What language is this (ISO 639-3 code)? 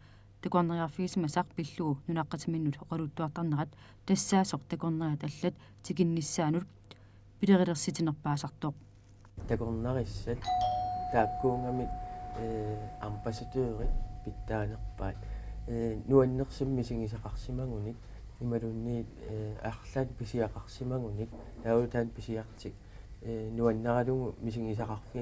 kal